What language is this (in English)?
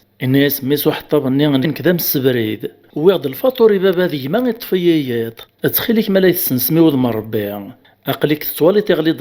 Kabyle